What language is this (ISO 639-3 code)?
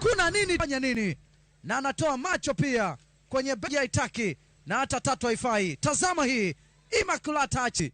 luo